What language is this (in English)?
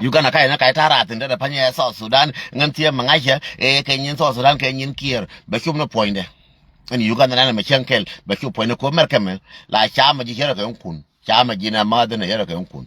Nuer